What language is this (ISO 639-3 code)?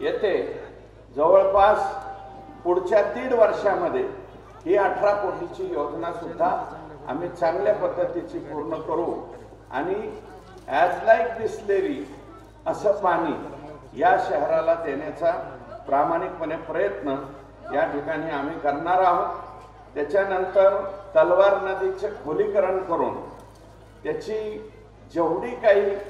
mar